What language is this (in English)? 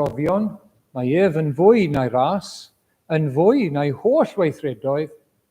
Welsh